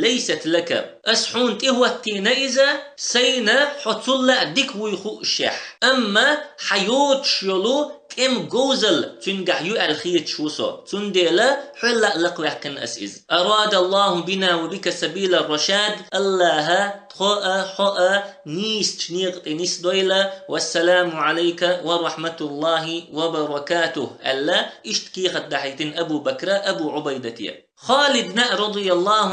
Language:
Chechen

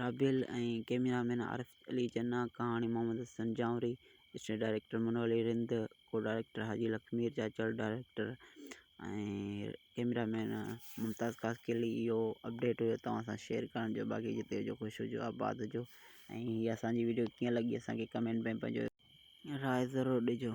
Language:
Sindhi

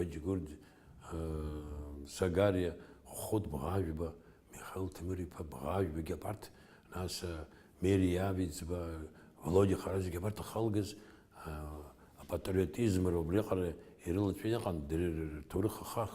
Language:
Abkhazian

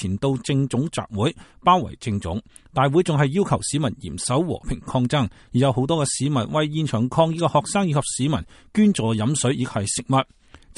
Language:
Cantonese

